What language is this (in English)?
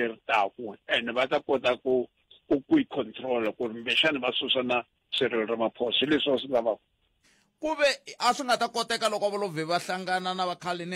Tsonga